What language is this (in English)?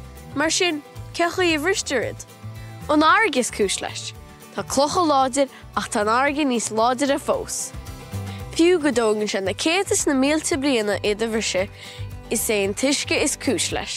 Irish